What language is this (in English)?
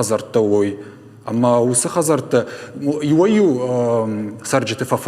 Ossetic